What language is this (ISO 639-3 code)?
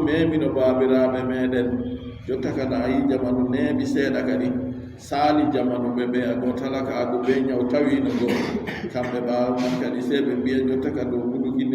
fub